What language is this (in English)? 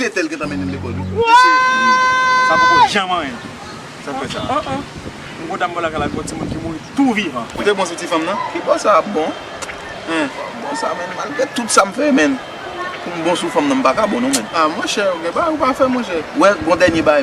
Haitian Creole